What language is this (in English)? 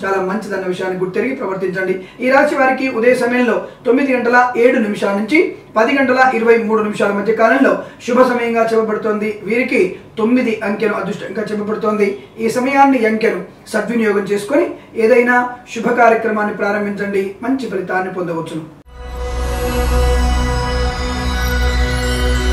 Telugu